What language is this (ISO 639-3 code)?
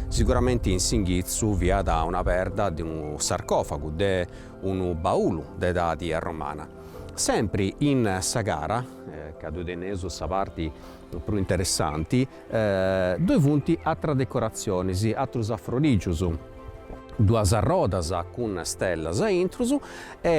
srd